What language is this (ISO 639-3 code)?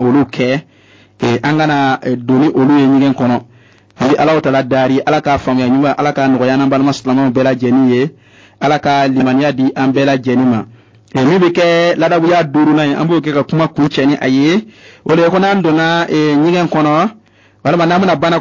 bam